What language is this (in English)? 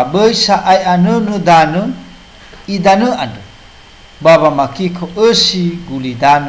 Nias